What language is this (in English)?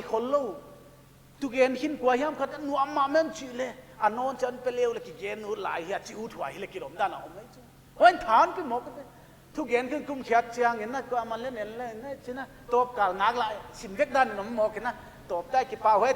Paite Chin